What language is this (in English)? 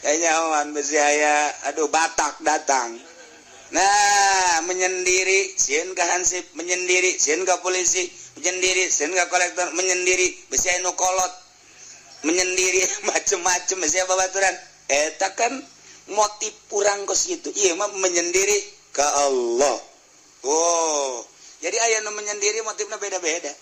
Sundanese